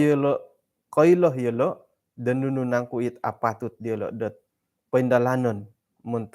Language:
Central Dusun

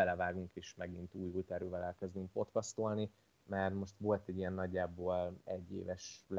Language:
Hungarian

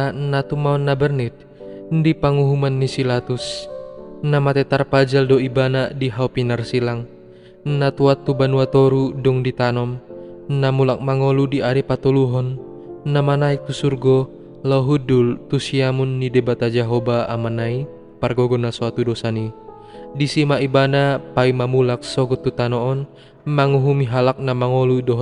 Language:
Batak Toba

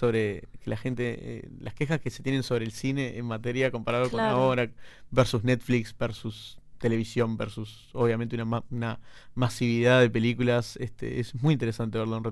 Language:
Spanish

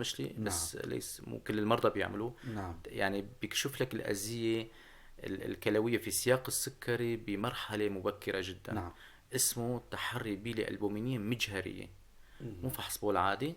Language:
North Levantine Arabic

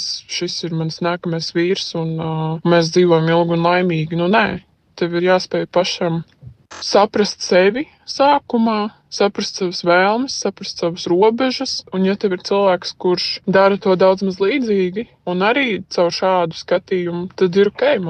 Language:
Latvian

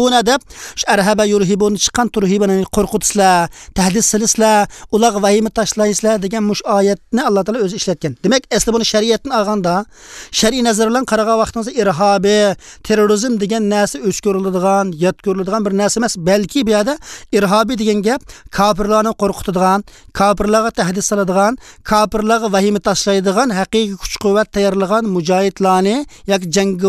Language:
Uyghur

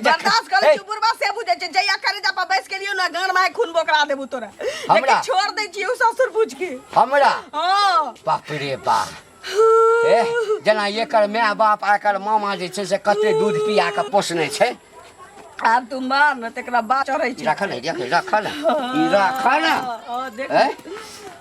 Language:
Maithili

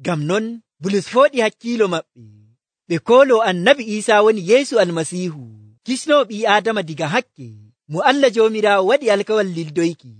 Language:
Nigerian Fulfulde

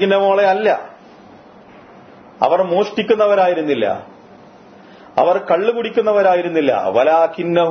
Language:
Malayalam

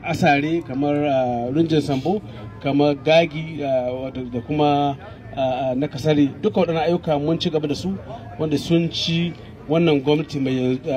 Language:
Hausa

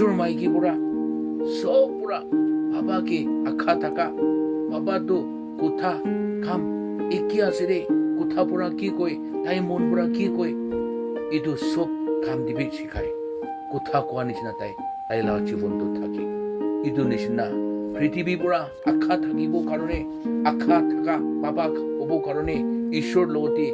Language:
Naga Pidgin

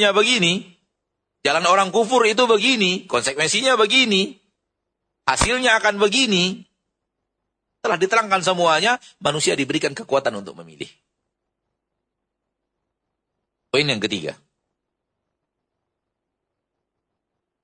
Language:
Indonesian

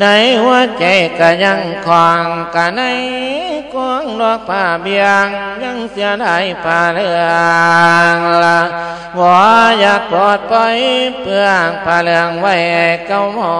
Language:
Lao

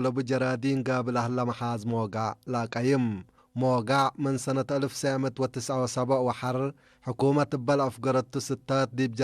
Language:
Tigre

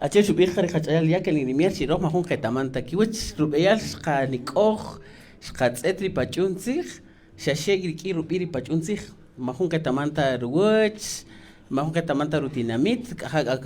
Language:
Kaqchikel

